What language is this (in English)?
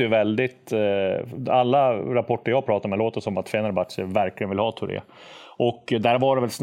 Swedish